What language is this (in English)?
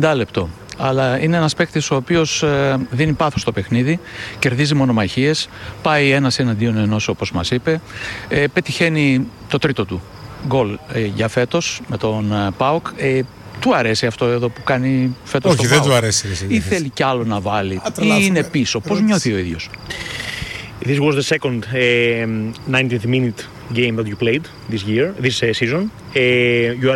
Greek